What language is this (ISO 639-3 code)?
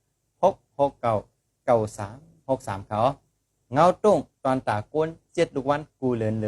shn